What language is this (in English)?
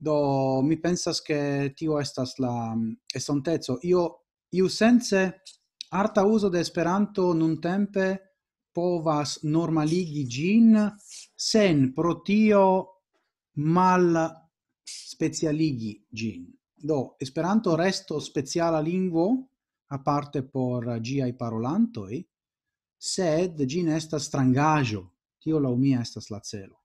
Esperanto